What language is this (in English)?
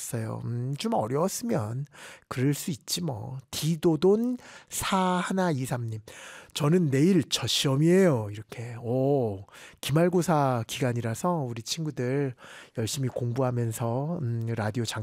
Korean